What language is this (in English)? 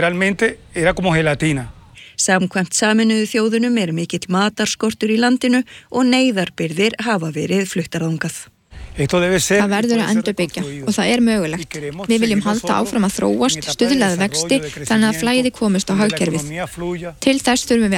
Icelandic